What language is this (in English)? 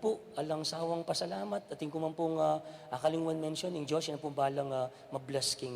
Pampanga